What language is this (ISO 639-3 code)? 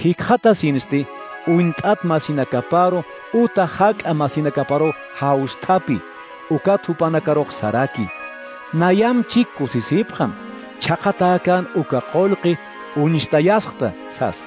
aym